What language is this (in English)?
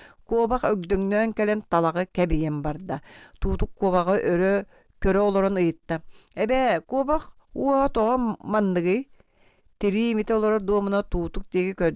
Yakut